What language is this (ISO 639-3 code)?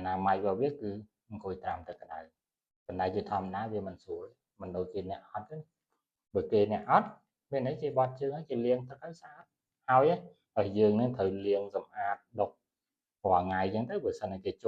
khm